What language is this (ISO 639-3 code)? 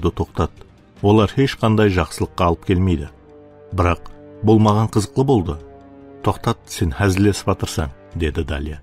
kaa